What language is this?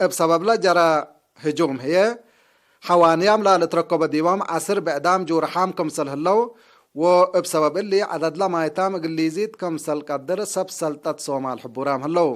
Tigre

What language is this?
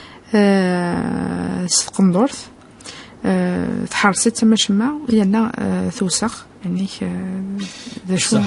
Kabyle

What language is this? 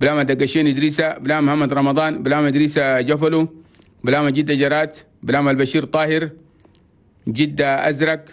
Chadian Arabic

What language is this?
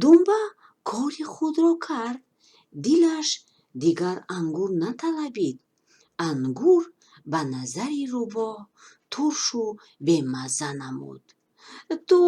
Tajik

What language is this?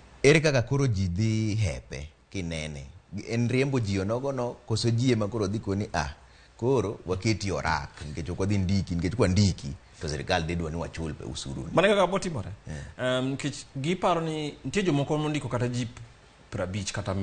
Luo (Kenya and Tanzania)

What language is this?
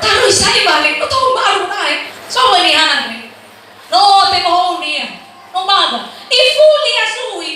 Nias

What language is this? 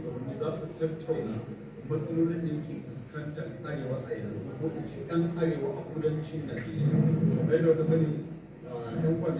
Hausa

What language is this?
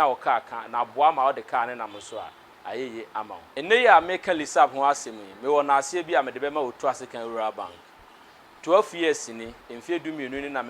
Akan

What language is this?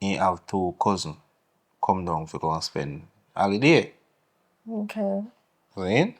Jamaican Creole English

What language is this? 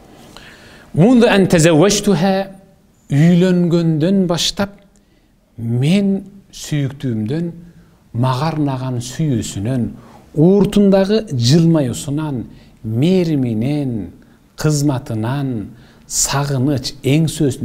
Kyrgyz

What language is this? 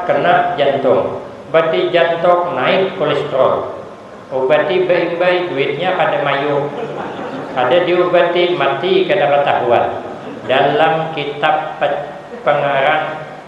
Banjar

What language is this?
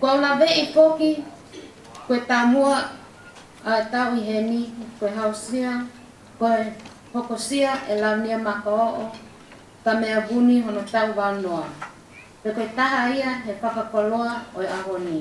Tongan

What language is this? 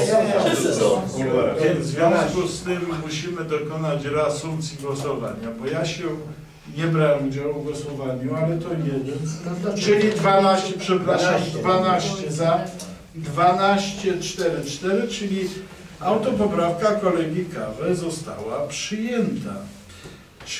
Polish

